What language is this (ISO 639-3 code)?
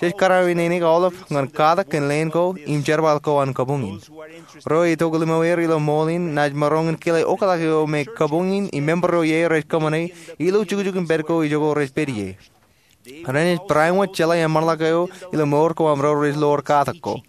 mah